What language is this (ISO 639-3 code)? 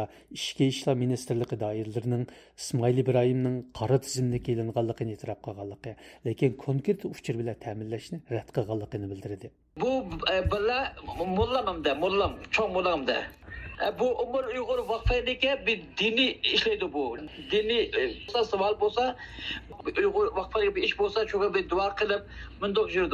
uig